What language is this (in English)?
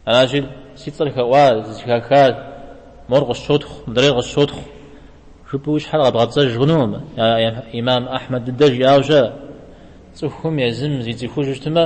Kabardian